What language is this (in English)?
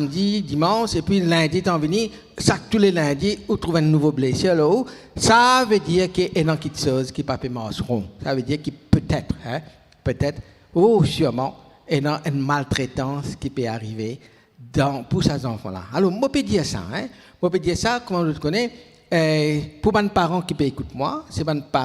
Morisyen